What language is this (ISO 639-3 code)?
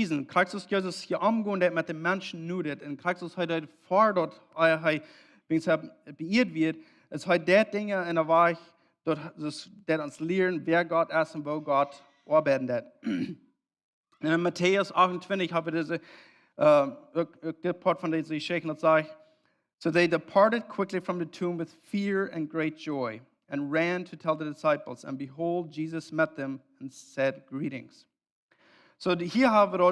pdt